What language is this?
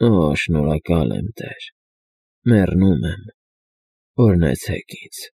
Armenian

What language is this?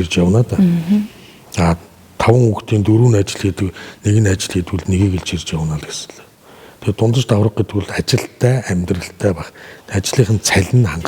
Mongolian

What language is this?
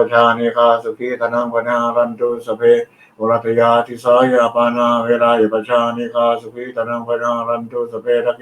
Pali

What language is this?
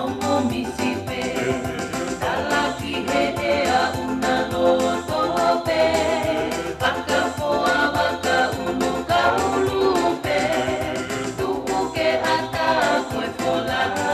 Tongan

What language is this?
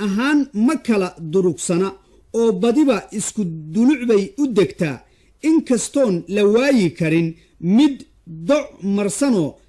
Somali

